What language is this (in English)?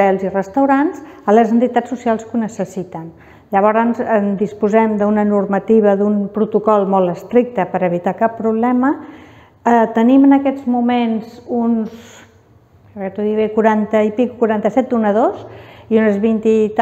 Catalan